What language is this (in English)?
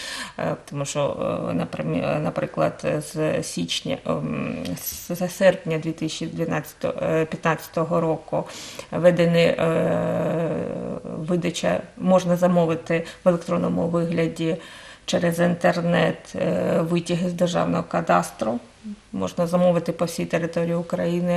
Ukrainian